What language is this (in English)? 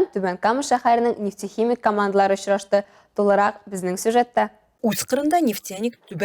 Tatar